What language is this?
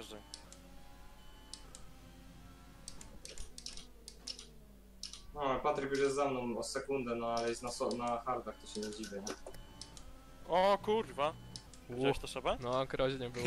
Polish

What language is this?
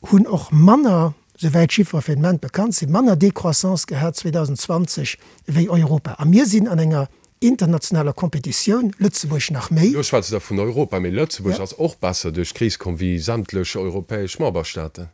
Luxembourgish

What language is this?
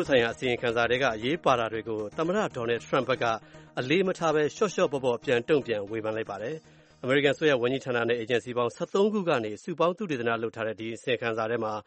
Burmese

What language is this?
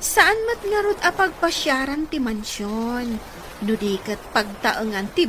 Iloko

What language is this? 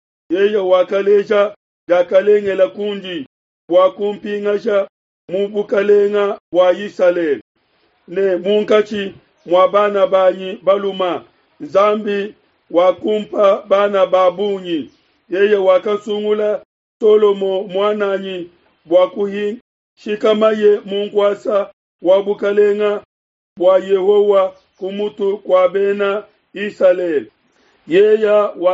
Luba-Lulua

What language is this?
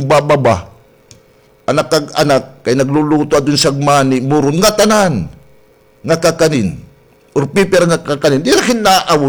Waray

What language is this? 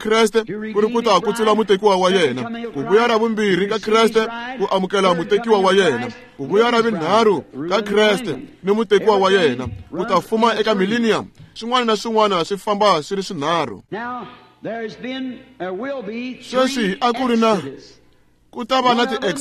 Tsonga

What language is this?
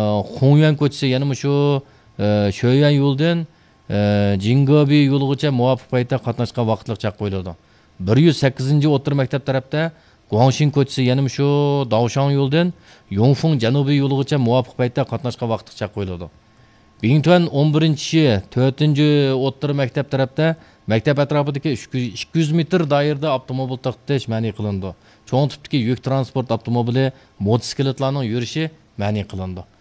Uyghur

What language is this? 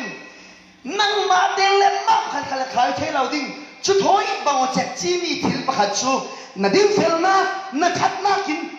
Falam Chin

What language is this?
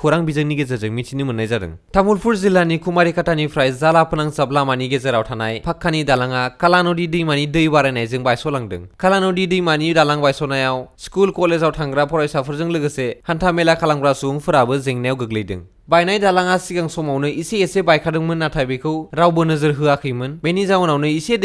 Bodo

